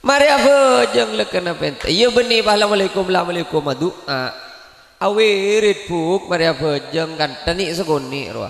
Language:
Madurese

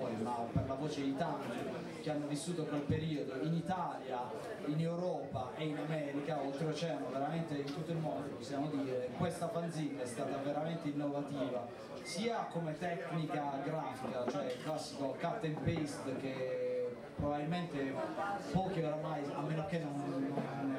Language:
Italian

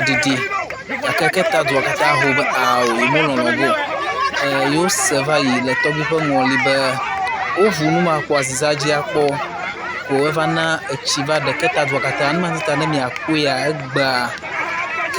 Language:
Ewe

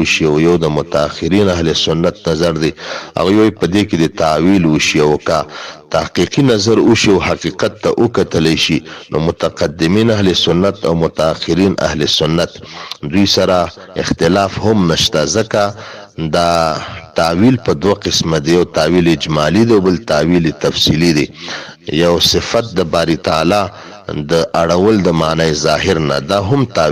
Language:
Pashto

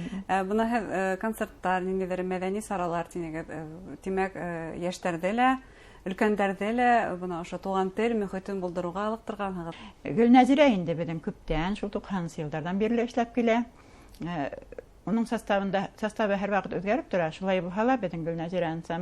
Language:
Bashkir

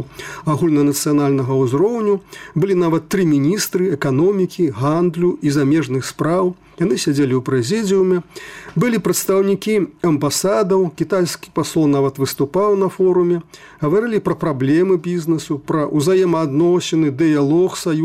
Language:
Belarusian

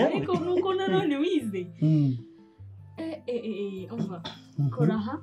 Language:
Kinyarwanda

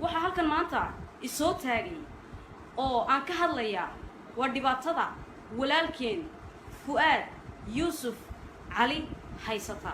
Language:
Somali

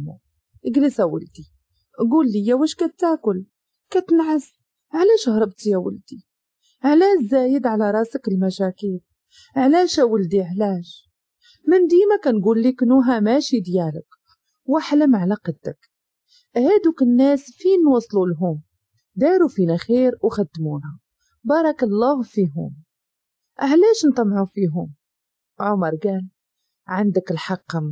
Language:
Moroccan Arabic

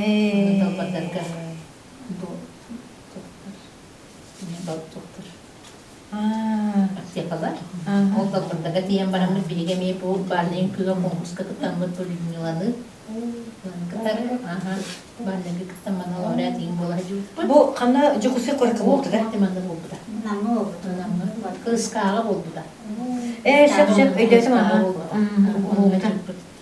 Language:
Yakut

